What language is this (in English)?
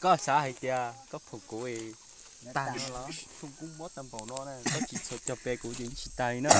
Hmong